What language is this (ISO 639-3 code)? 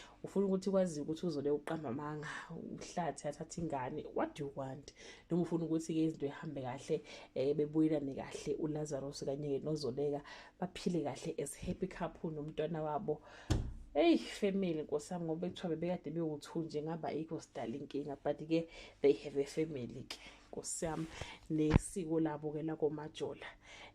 zul